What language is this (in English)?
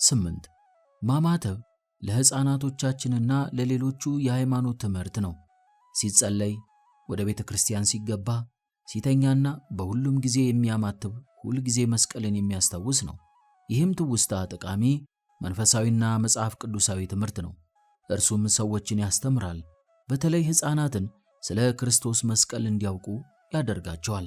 Amharic